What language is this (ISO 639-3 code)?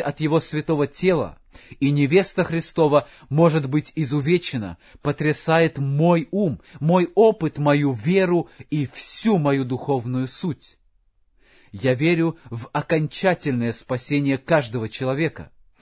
rus